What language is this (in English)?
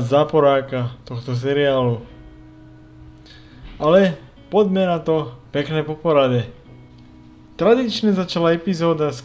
Slovak